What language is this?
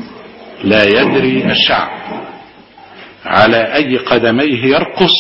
Arabic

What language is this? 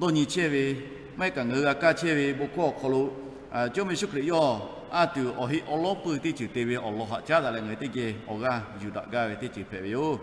Lahu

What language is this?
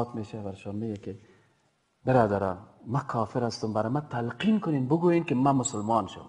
Persian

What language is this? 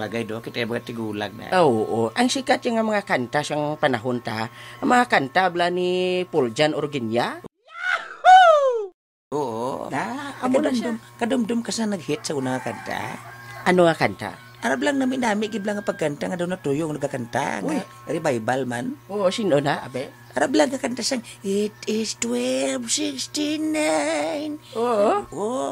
Hiligaynon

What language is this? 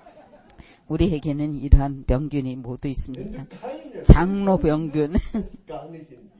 Korean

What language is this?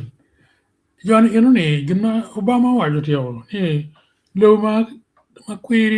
Acoli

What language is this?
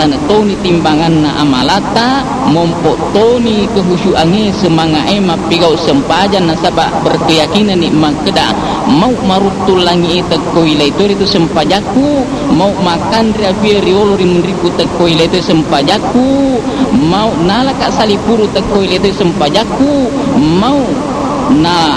Buginese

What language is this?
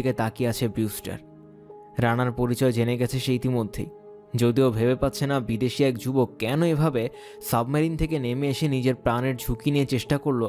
Bangla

